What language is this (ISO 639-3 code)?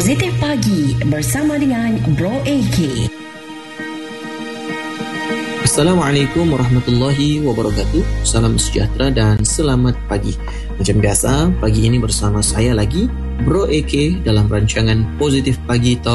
msa